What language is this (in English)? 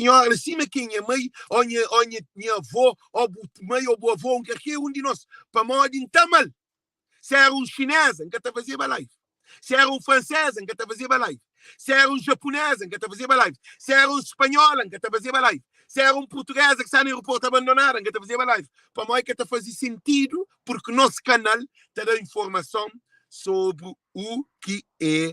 Kabuverdianu